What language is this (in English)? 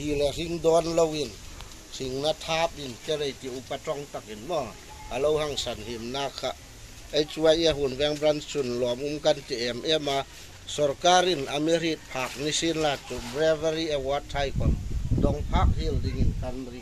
Hmar